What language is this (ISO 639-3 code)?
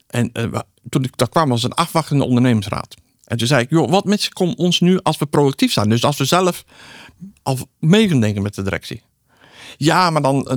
nld